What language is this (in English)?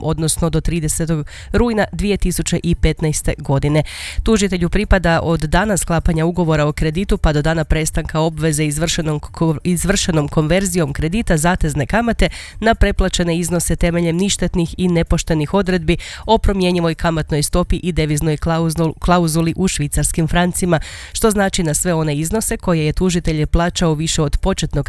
Croatian